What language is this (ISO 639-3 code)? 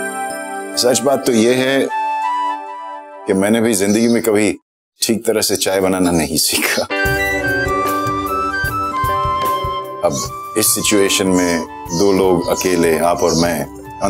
hin